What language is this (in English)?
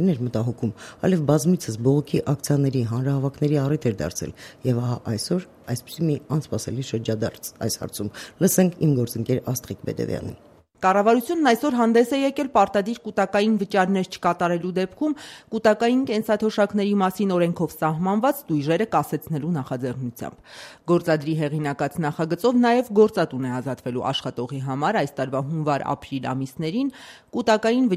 Armenian